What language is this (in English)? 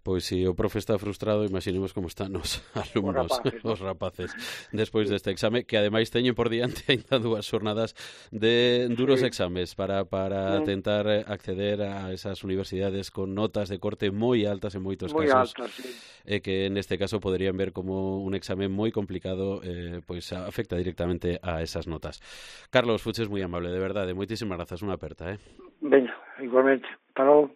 Galician